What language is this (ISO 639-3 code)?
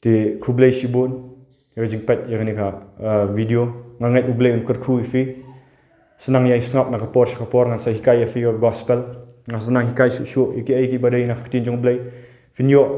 kha